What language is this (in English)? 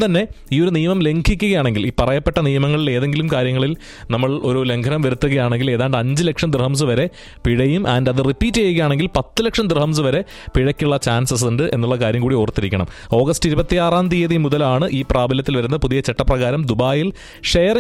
Malayalam